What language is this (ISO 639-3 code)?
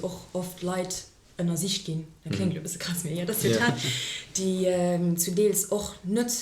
ltz